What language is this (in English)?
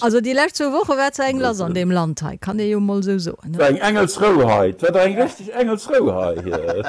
Luxembourgish